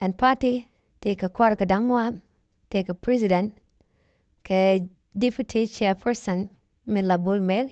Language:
Nuer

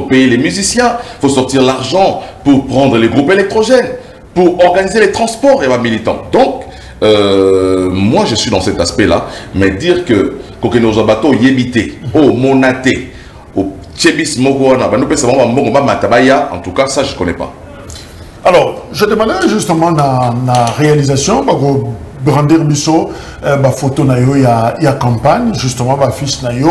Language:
French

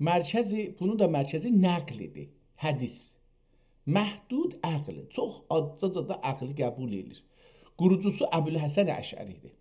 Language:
South Azerbaijani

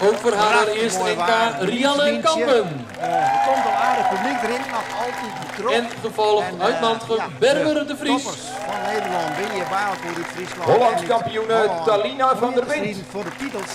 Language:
Western Frisian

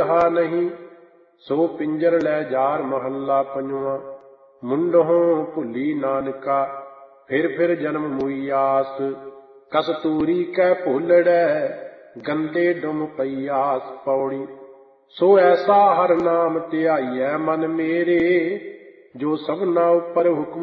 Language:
Punjabi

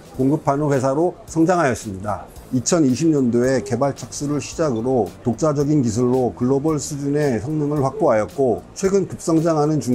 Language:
Korean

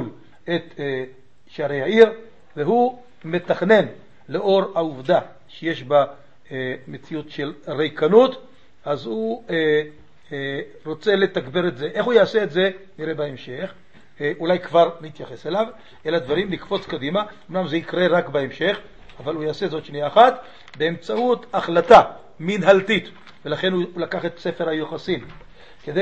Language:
Hebrew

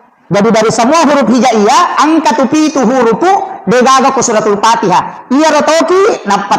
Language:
Buginese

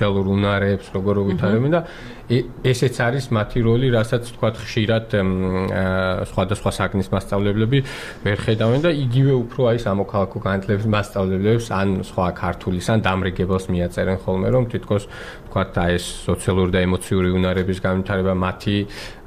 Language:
Georgian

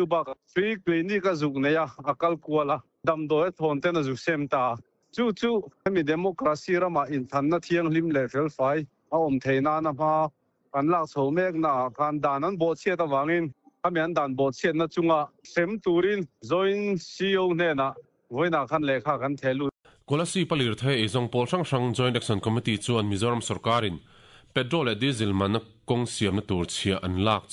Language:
Mizo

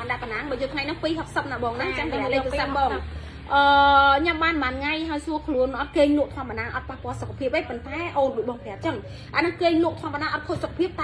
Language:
Khmer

